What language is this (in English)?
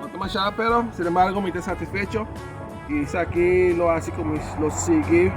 Papiamento